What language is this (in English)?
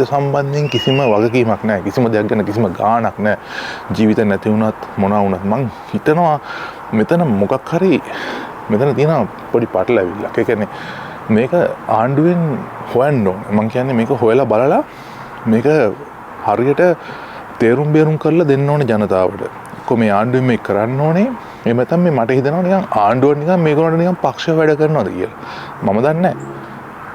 Sinhala